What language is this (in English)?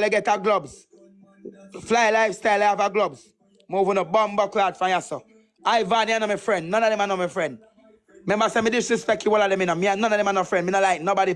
Jamaican Creole English